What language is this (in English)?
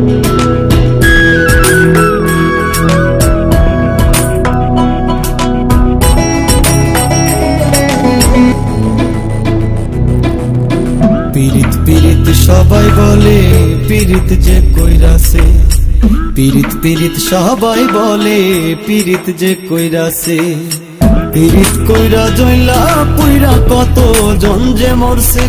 Bangla